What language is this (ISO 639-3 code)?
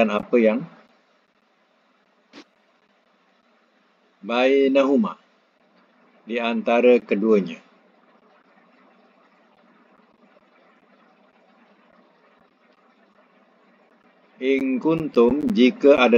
msa